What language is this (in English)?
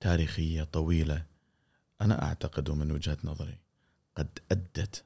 Gulf Arabic